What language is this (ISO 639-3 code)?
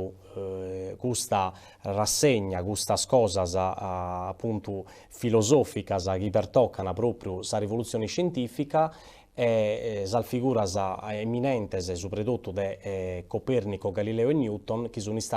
srd